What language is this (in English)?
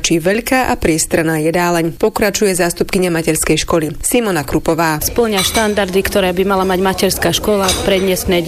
Slovak